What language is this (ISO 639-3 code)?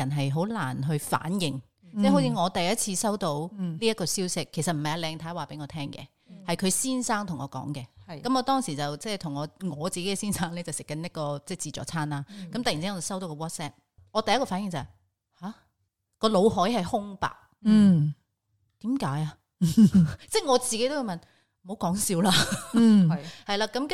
yue